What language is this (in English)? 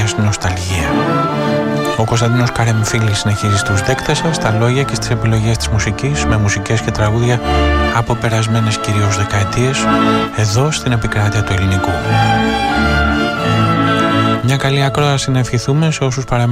Greek